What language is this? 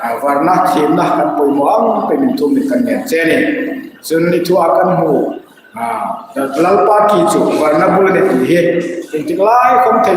Hmar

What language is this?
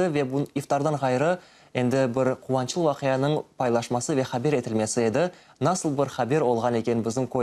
Crimean Tatar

